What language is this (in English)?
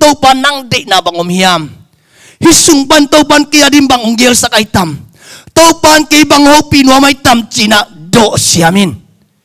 Tedim Chin